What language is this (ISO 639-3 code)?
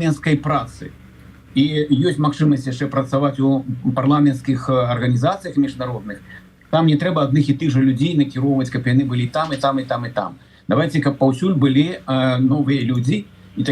bel